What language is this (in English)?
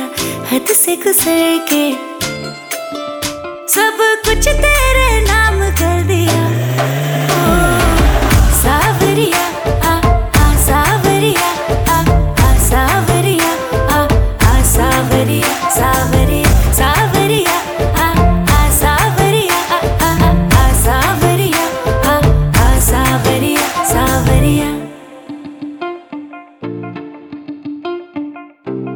Hindi